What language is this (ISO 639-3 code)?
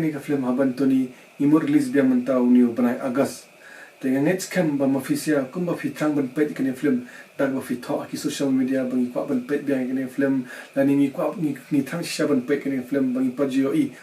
kha